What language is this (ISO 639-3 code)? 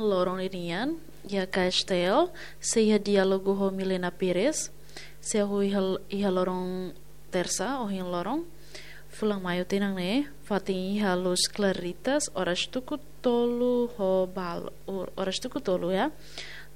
tet